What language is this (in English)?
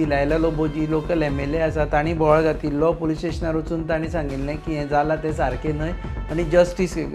Konkani